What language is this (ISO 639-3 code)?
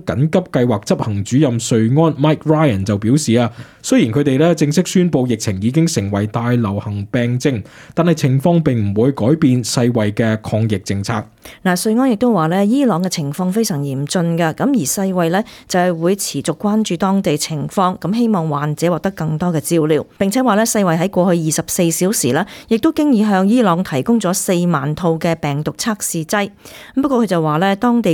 yue